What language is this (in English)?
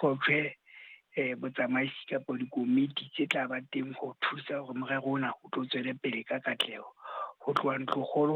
Southern Sotho